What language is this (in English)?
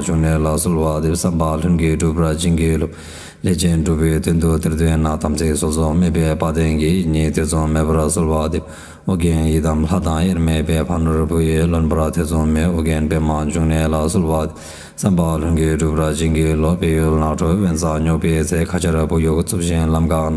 Tibetan